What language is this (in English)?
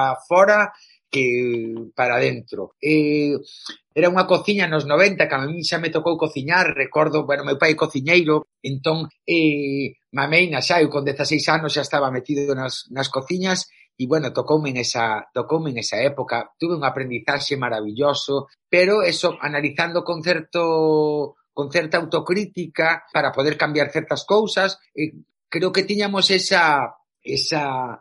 Galician